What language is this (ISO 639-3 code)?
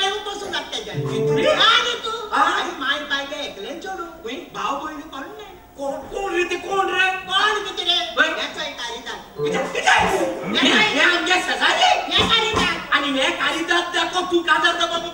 kok